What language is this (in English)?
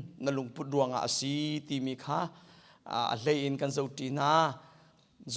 Hakha Chin